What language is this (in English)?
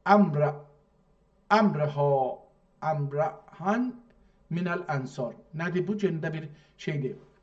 South Azerbaijani